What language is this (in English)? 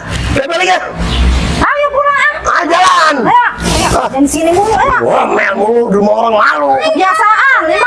Betawi